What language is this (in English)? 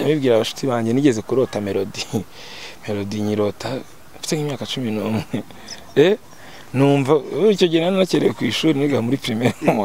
Kinyarwanda